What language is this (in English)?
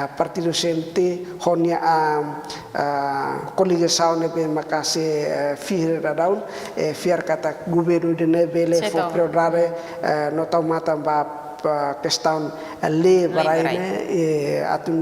Tetum